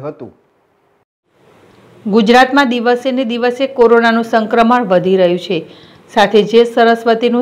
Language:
Gujarati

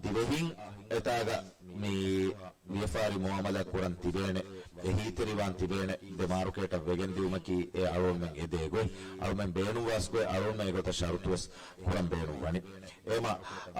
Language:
Divehi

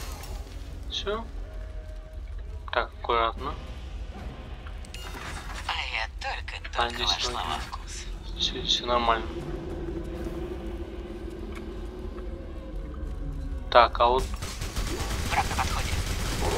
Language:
Russian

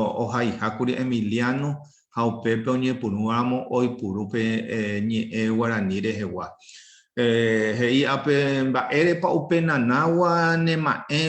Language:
Guarani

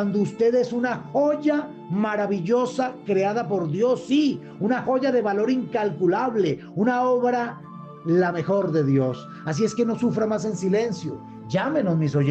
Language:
Spanish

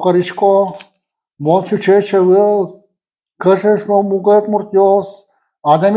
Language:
Udmurt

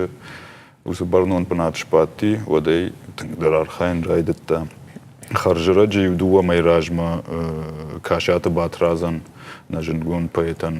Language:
Ossetic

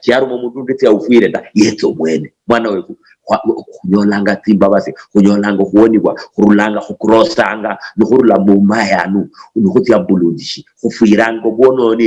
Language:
Luyia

